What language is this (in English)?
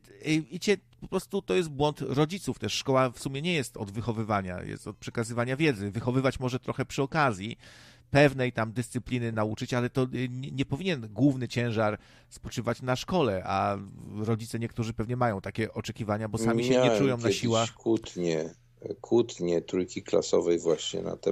Polish